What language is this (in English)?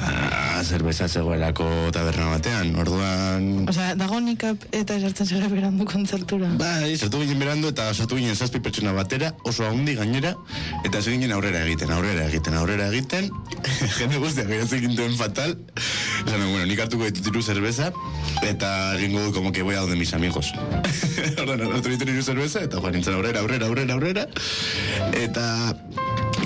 Basque